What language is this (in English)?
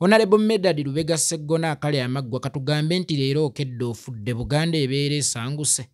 Ganda